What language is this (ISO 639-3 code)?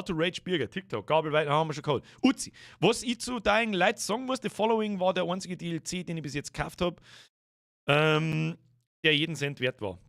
bar